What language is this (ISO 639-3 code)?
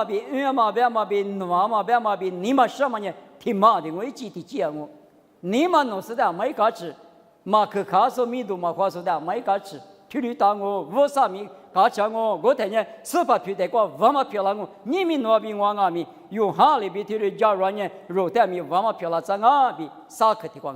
lis